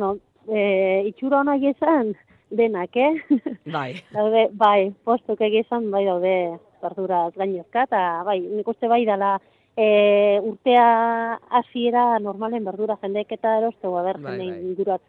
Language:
Basque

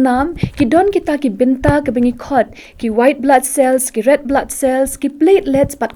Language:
Khasi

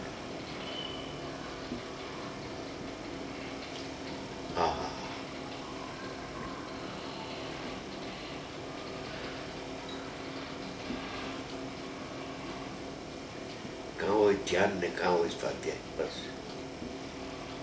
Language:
Gujarati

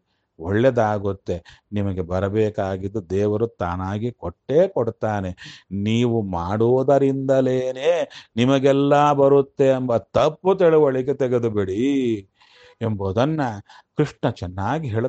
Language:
Kannada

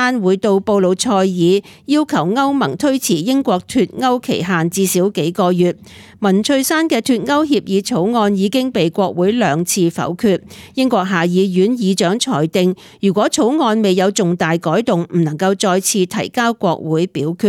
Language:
Cantonese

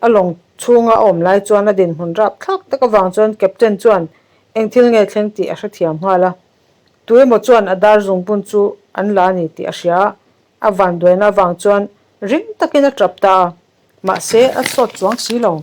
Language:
Mizo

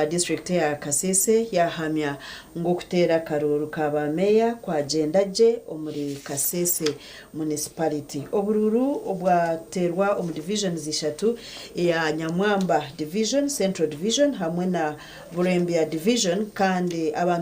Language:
Nyankole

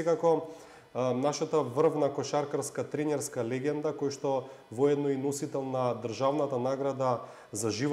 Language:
Macedonian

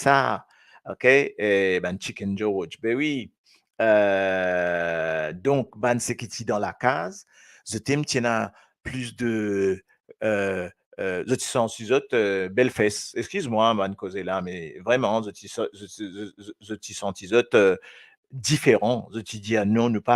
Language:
Morisyen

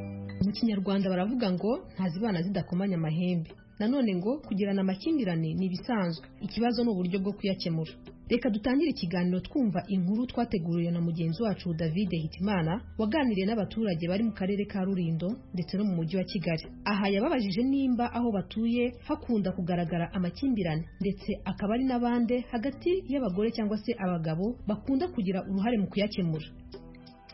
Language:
Kinyarwanda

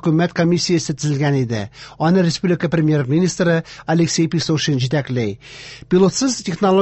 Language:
Tatar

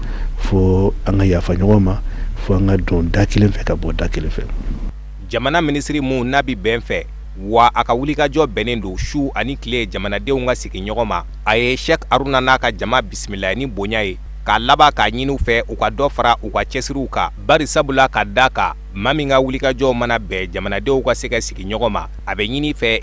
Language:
Bambara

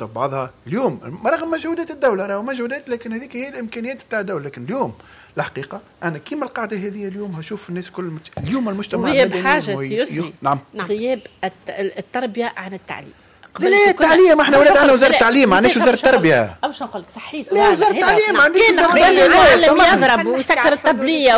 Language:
Tunisian Arabic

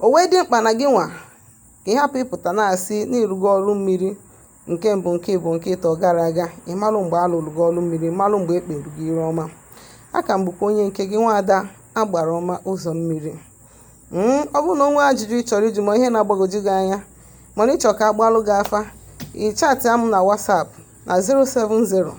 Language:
Igbo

